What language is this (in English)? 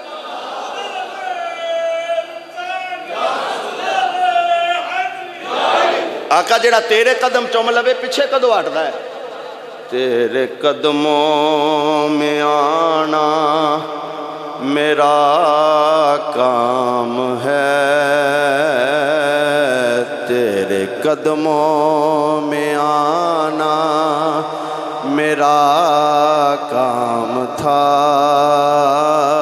Western Panjabi